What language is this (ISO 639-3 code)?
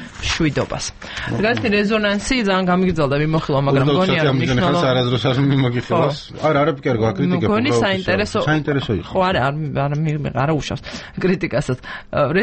kat